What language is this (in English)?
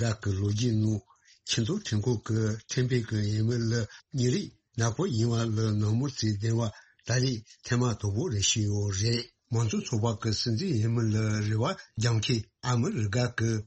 Tibetan